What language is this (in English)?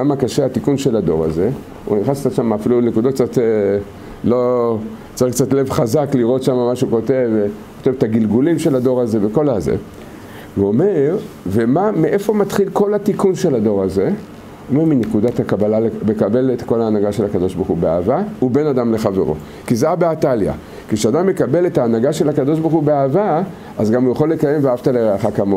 Hebrew